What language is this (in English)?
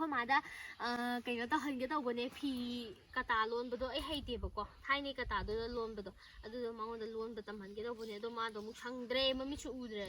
Manipuri